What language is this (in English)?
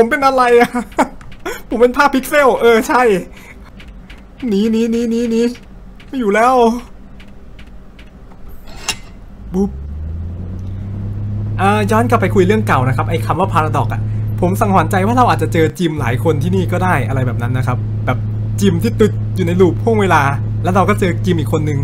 Thai